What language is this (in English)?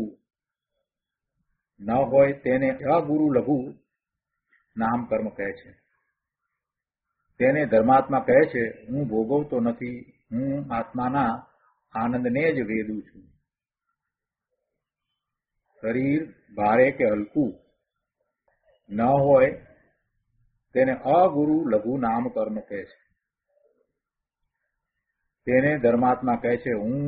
Gujarati